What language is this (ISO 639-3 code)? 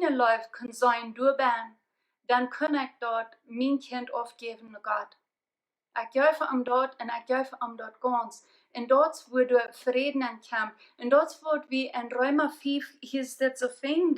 pdt